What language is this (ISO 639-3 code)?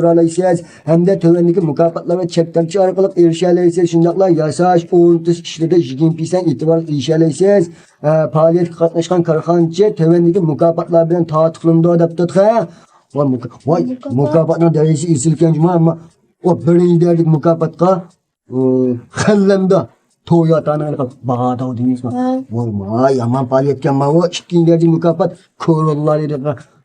uig